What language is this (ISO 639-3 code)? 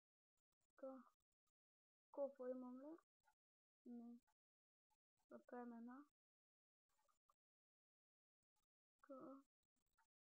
bul